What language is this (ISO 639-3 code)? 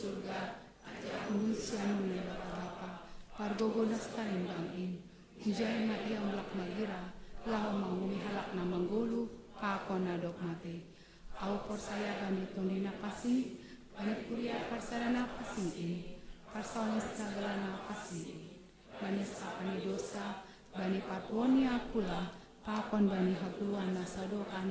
bts